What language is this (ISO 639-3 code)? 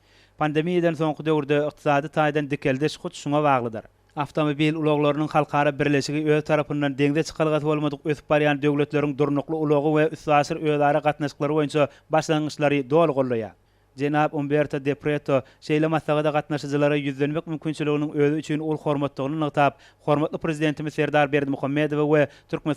tuk